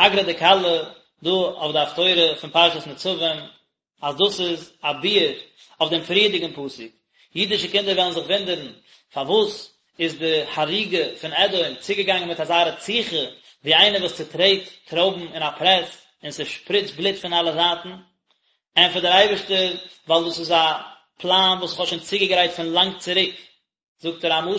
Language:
Yiddish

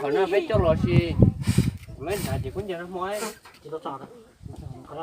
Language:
Hmong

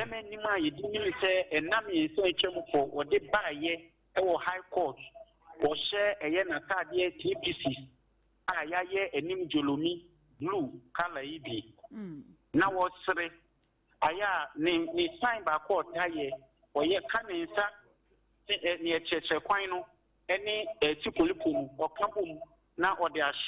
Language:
Akan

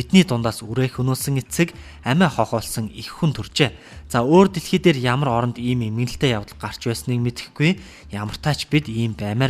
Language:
Mongolian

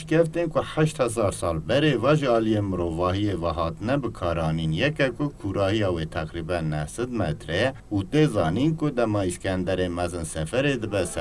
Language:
Kurdish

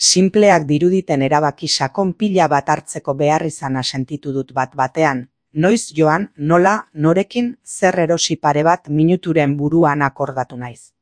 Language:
Basque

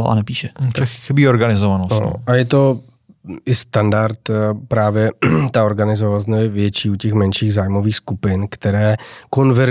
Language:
Czech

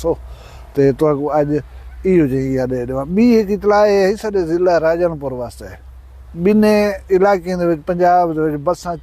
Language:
Saraiki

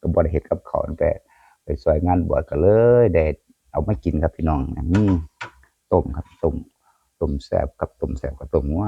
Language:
Northeastern Thai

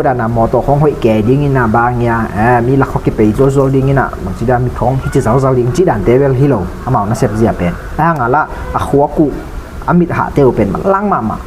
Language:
Tedim Chin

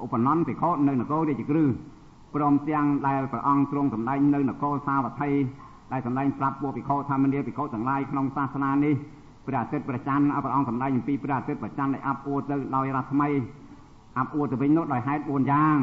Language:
Khmer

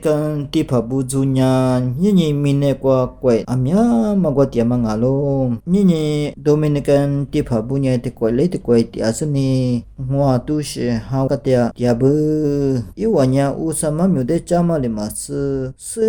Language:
Lisu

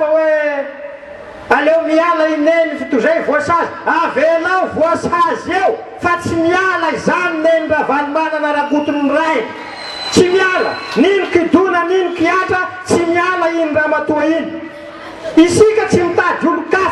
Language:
Malagasy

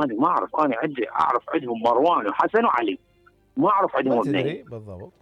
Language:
Mesopotamian Arabic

